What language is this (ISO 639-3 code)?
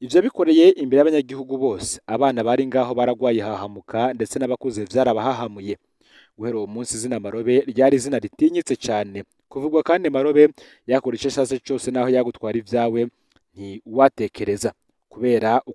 run